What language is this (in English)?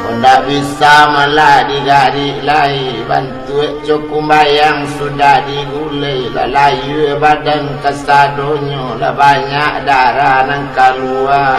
Minangkabau